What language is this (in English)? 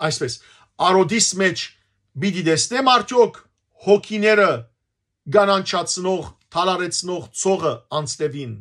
Western Armenian